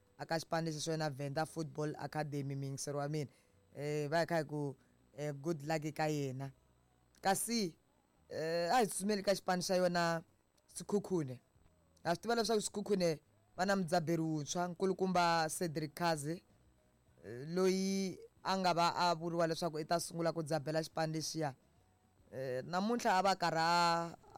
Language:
Tsonga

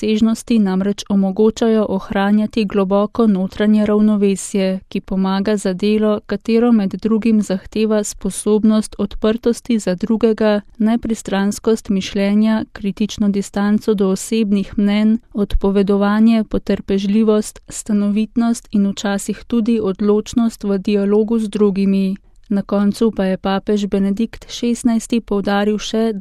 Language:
Slovenian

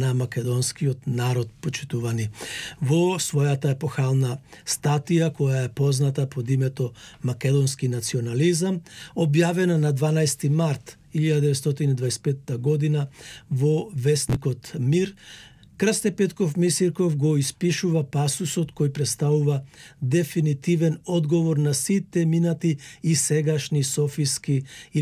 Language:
Macedonian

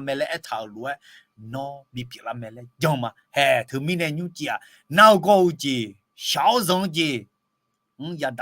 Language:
Akha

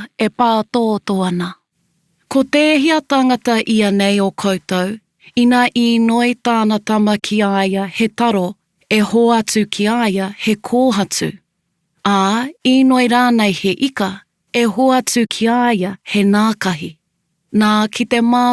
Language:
Māori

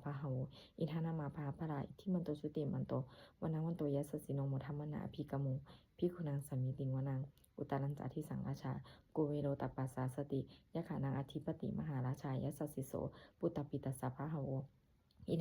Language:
Pali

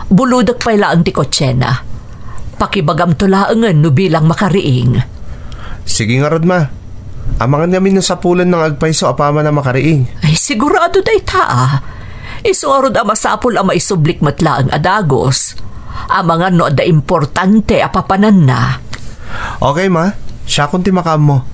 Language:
Iloko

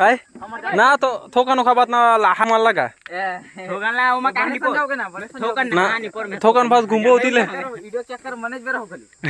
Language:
Chhattisgarhi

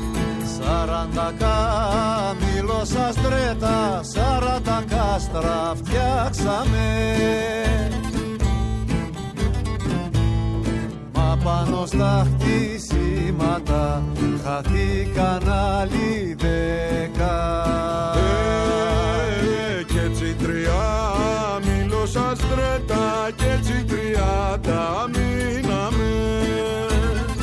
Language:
Greek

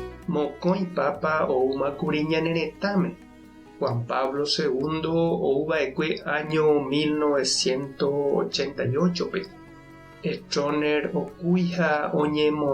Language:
Guarani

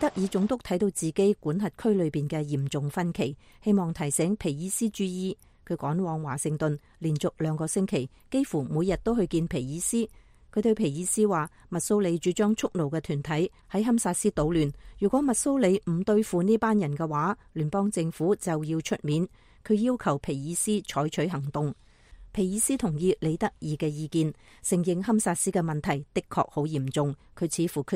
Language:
Cantonese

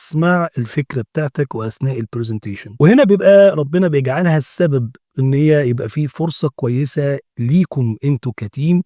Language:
Egyptian Arabic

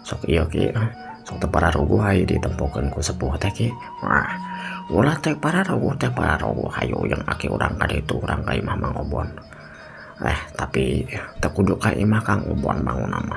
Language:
Sundanese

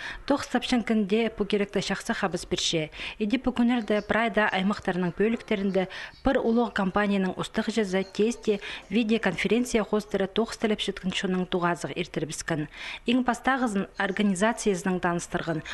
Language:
Khakas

